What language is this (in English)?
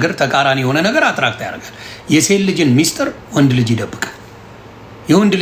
Amharic